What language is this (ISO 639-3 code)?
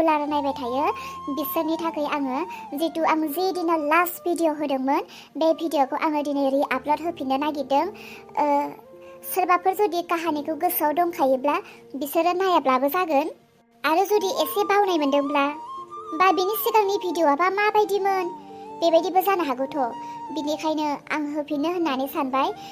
brx